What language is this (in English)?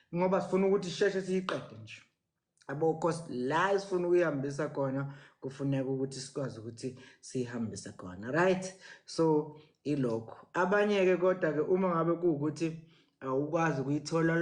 Zulu